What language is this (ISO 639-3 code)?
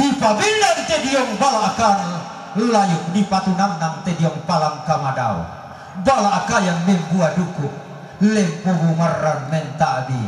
sda